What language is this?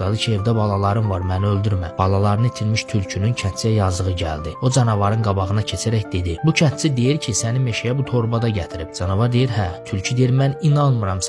Azerbaijani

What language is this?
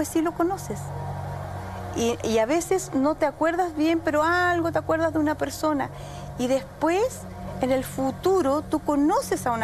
Spanish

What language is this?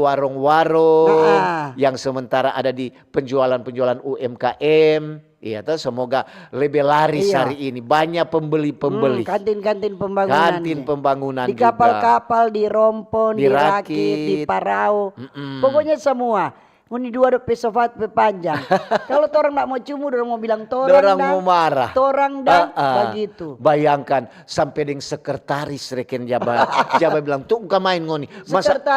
Manado Malay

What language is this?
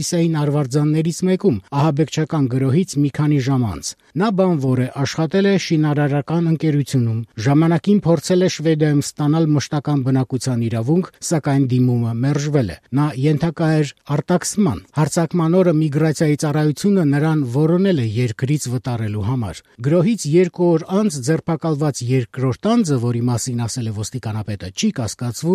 Armenian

